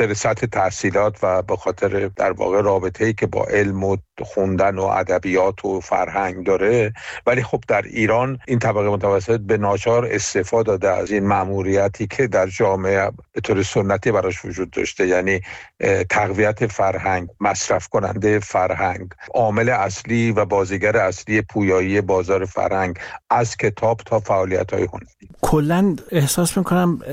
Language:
Persian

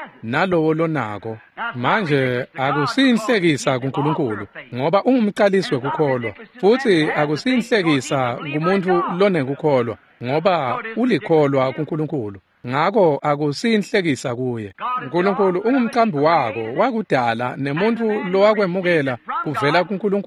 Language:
Swati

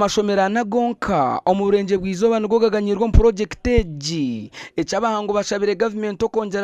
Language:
Nyankole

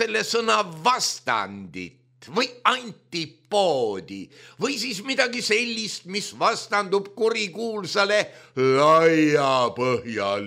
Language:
Estonian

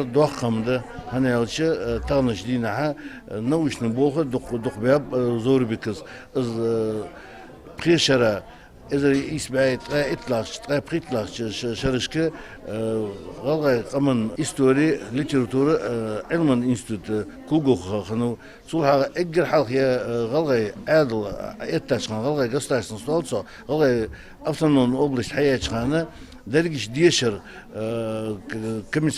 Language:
Ingush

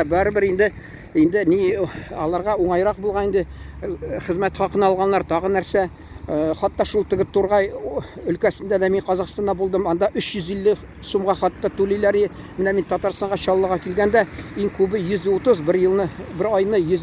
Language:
Tatar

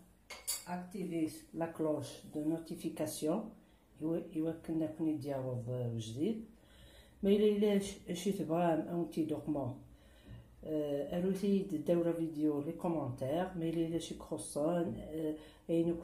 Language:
Kabyle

